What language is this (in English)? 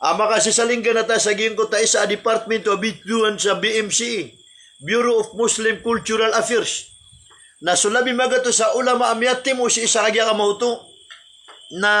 Maranao